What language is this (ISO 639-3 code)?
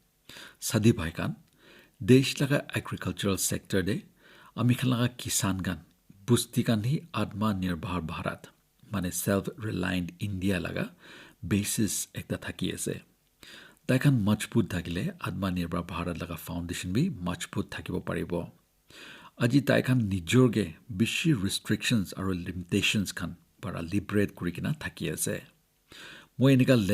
nag